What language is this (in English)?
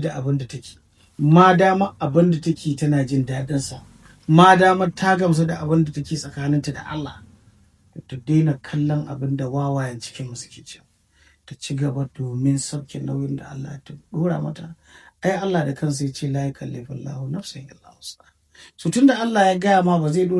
Hausa